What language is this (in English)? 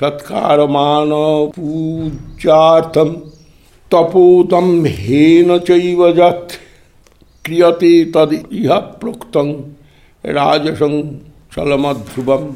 Sanskrit